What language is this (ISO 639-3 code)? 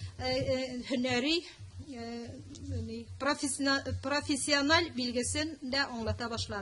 tat